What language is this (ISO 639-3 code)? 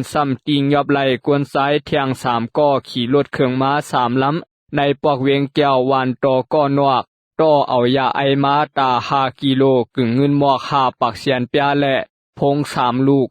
shn